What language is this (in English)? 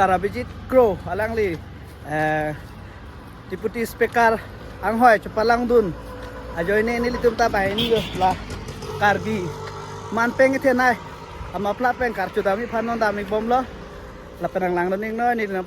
Karbi